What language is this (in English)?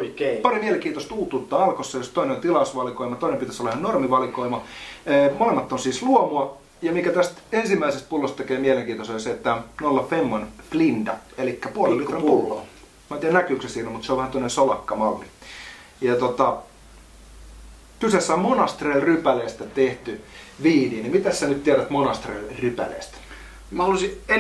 Finnish